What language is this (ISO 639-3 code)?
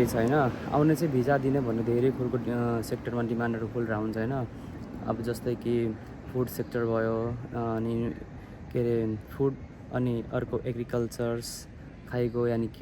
nep